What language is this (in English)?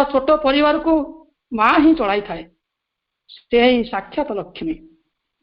Odia